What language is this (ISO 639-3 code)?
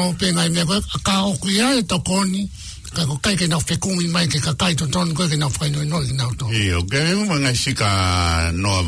ton